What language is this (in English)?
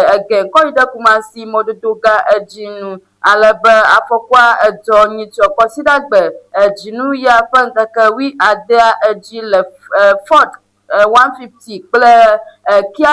Ewe